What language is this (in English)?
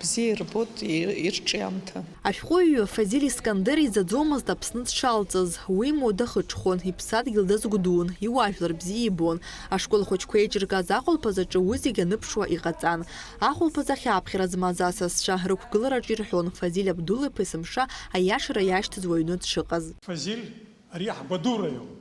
Abkhazian